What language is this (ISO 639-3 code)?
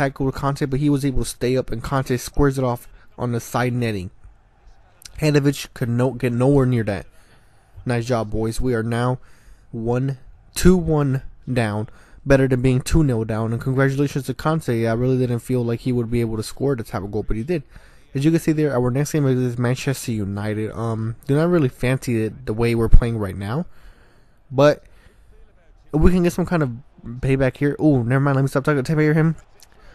eng